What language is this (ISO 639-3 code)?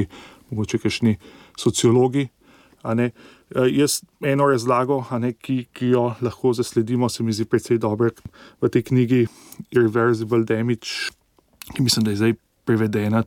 slv